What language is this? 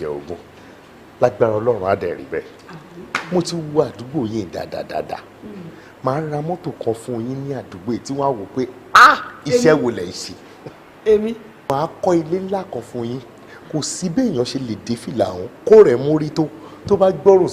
Yoruba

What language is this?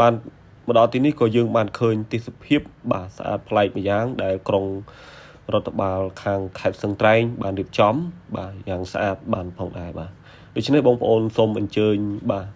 Khmer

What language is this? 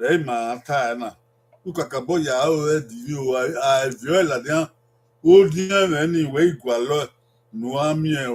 Bini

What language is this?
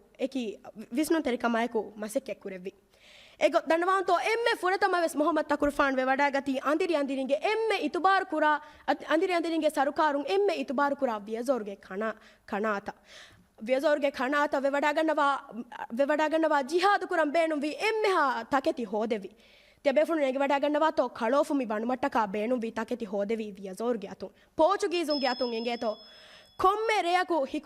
Divehi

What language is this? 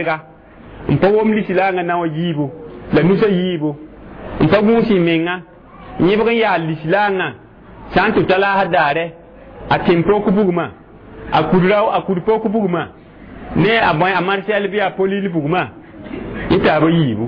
Mossi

